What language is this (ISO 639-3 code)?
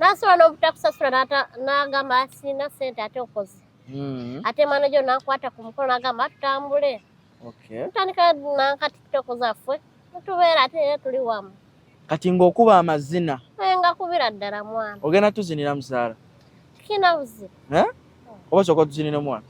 lug